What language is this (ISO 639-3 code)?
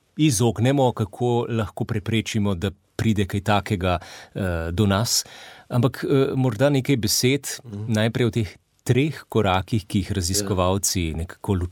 slv